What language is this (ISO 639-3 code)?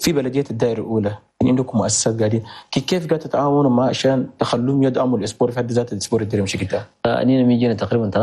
shu